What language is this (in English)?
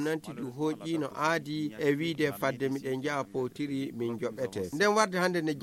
Nigerian Fulfulde